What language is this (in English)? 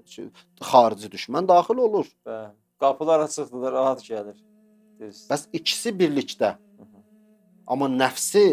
Azerbaijani